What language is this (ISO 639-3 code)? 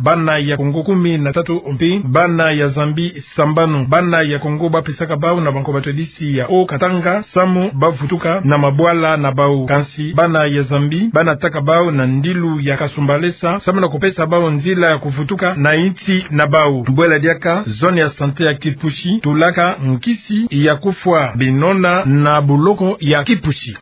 ktu